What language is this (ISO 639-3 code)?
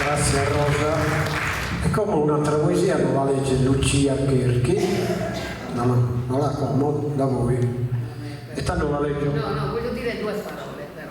srd